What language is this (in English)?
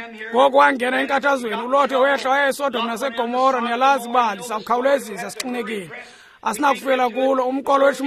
Xhosa